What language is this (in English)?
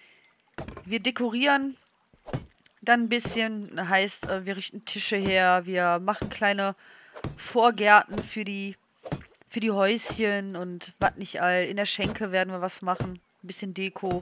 German